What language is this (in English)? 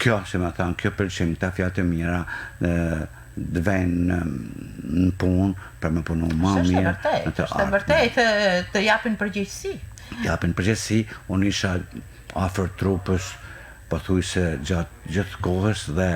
Albanian